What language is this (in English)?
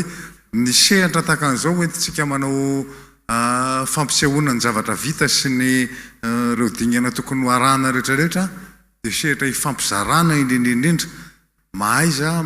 Malagasy